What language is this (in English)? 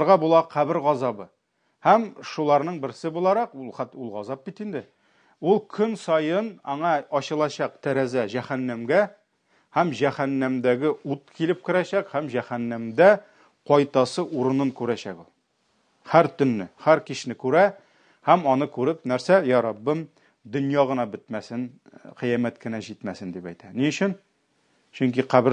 Tatar